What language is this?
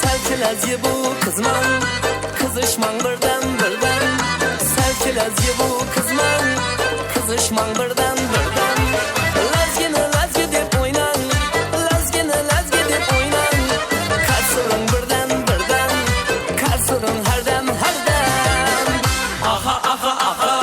Kara-Kalpak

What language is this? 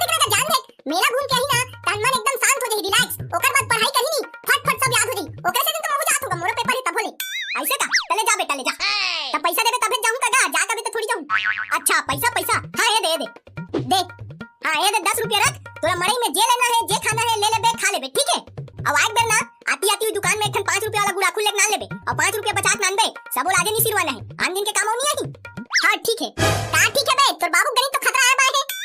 Chhattisgarhi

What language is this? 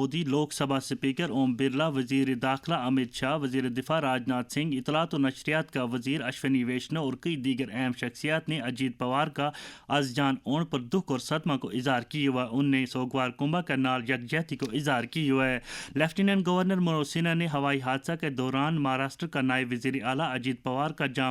Gujari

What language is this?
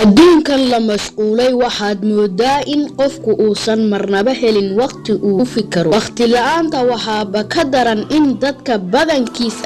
Somali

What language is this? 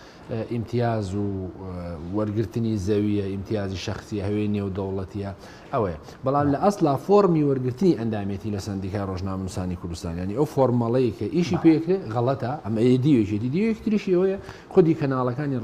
Central Kurdish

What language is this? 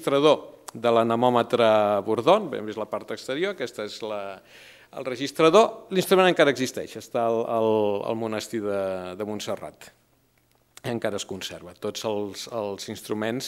Catalan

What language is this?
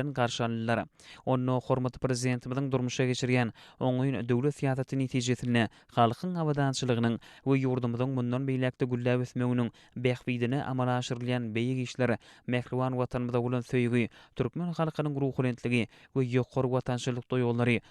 Turkmen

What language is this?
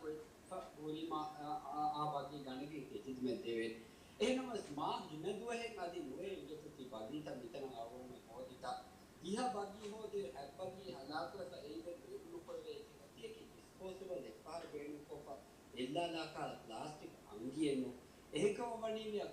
Divehi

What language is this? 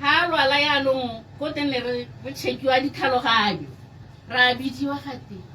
Tswana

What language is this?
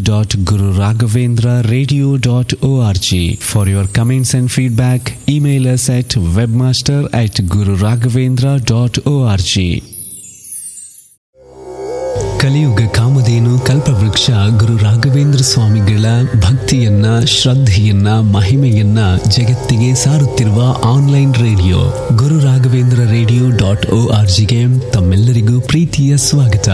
Kannada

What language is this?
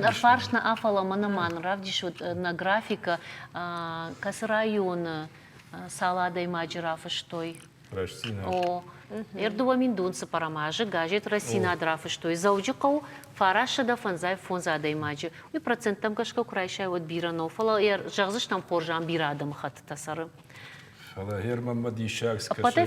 Ossetic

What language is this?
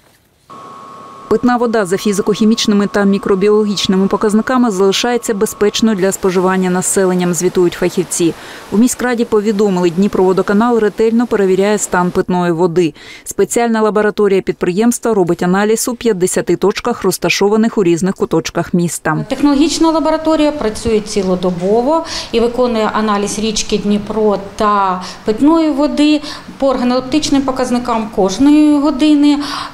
Ukrainian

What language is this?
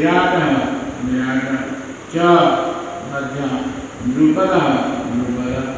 Odia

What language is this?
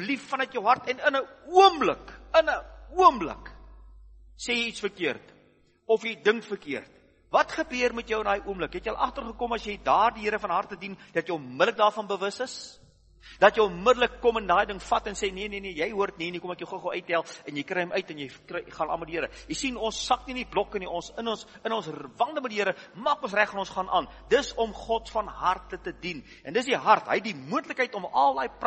Afrikaans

